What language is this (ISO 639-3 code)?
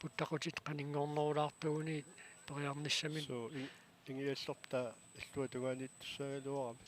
kal